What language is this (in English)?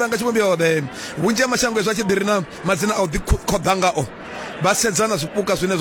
Venda